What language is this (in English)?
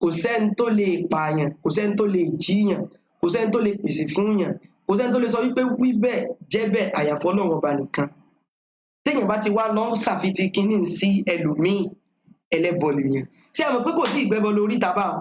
Yoruba